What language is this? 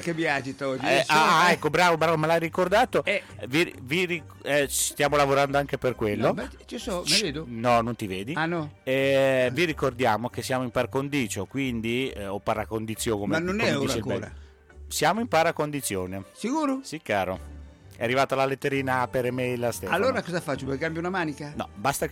Italian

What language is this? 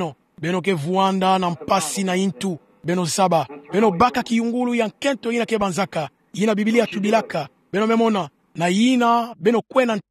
Kituba (Democratic Republic of Congo)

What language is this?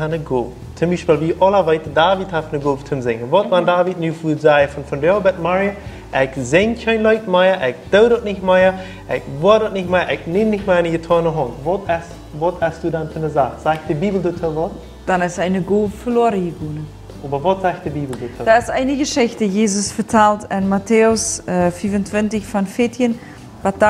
Plautdietsch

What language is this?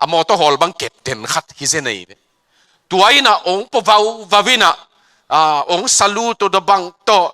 Tedim Chin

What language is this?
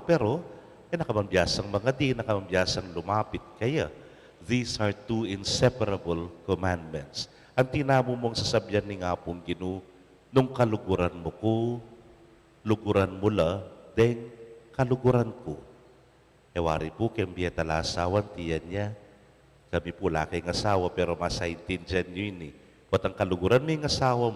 Pampanga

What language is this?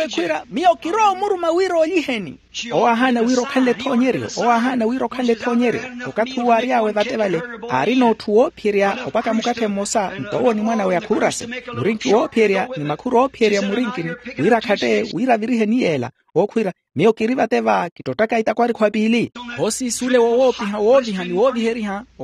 Makhuwa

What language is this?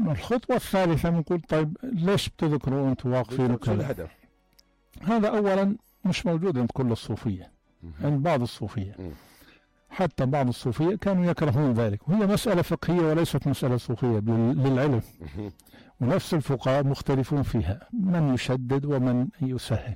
North Levantine Arabic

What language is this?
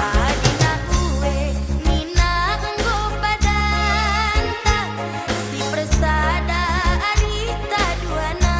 Batak Karo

